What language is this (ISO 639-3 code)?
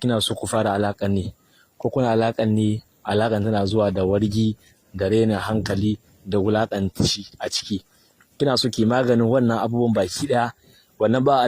hau